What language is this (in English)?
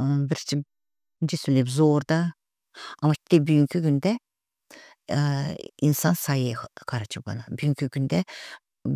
Gagauz